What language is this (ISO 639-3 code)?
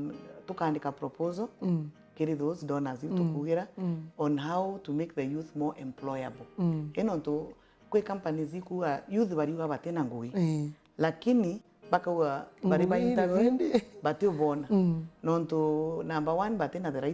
mer